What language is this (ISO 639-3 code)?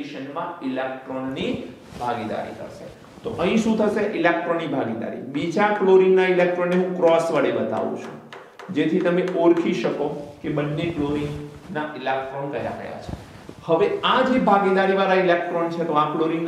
guj